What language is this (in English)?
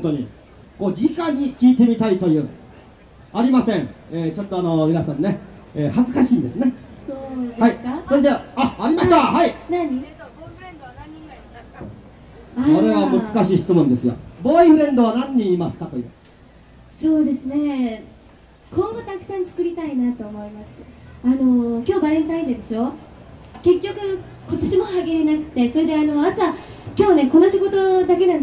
Japanese